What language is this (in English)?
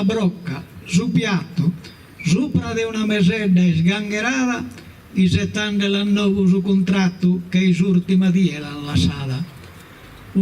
Sardinian